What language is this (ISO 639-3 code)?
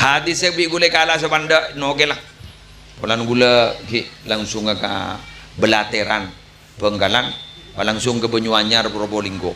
mad